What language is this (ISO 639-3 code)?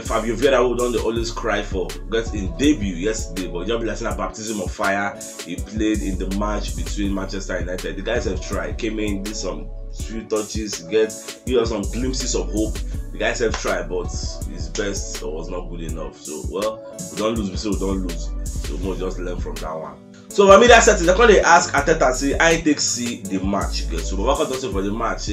pcm